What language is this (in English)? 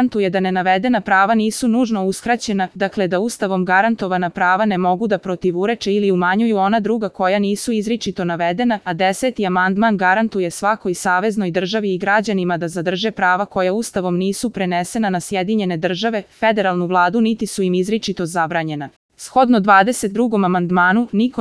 Serbian